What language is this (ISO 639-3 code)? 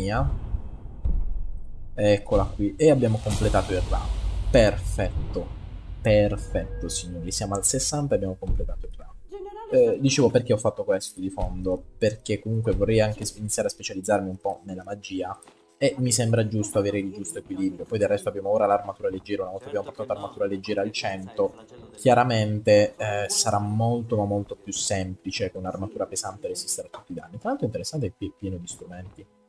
ita